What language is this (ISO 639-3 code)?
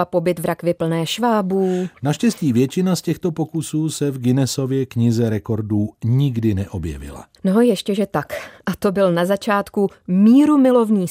ces